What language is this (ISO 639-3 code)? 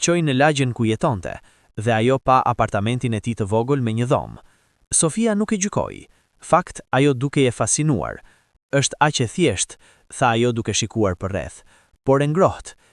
sqi